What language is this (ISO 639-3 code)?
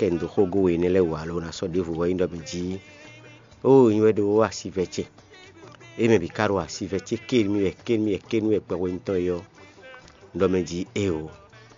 fon